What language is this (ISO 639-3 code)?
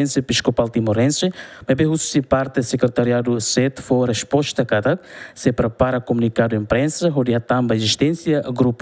tet